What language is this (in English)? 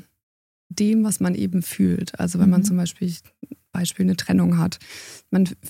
German